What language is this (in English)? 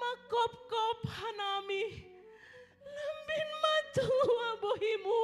Batak Simalungun